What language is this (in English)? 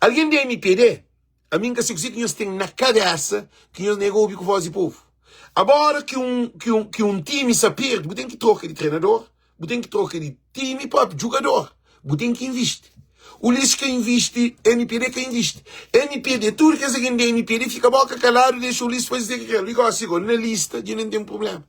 Kabuverdianu